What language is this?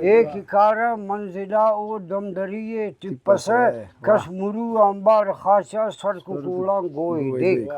Brahui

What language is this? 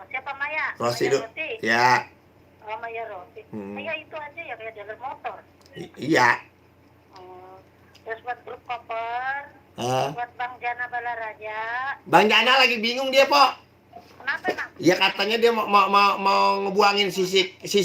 Betawi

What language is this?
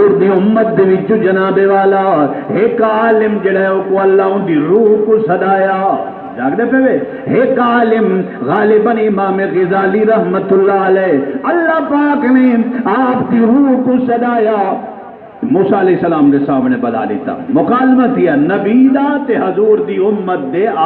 Saraiki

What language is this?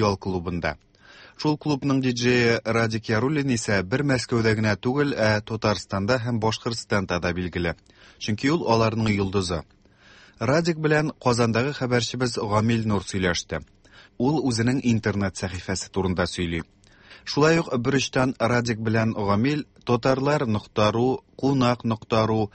Tatar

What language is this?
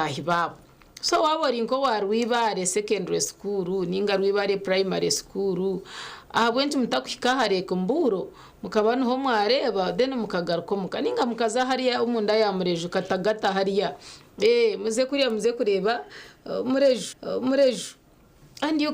Nyankole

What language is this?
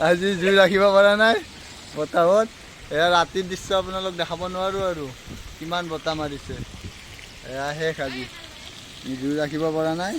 Assamese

